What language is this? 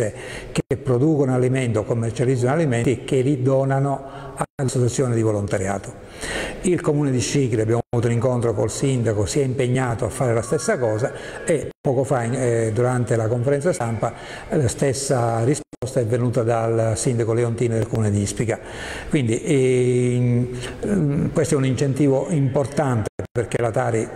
Italian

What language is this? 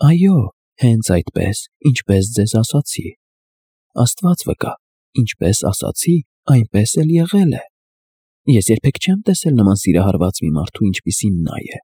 Armenian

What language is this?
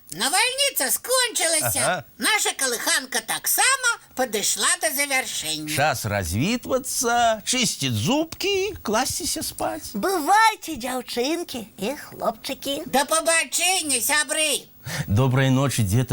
Belarusian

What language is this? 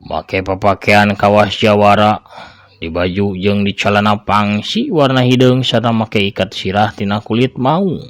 Sundanese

